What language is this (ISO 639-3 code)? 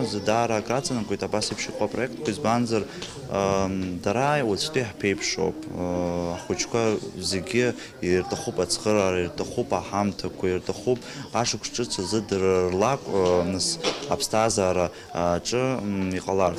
abk